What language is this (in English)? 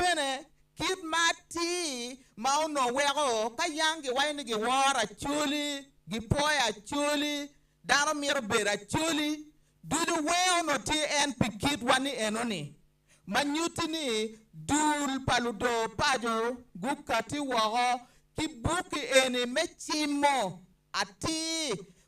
Acoli